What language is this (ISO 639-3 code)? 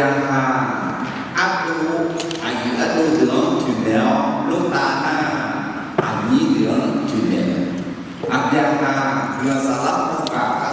ahk